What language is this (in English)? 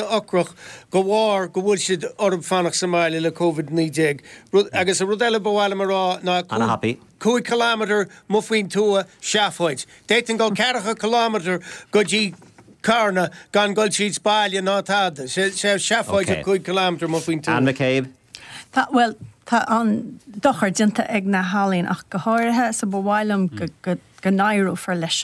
Irish